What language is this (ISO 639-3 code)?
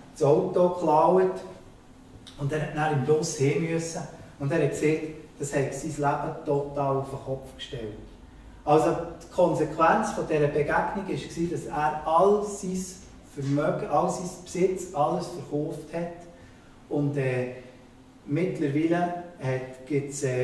gsw